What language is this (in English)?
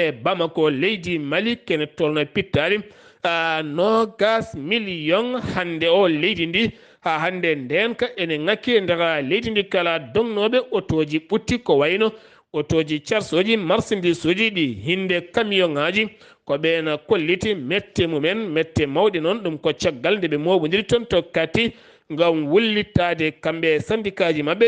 Fula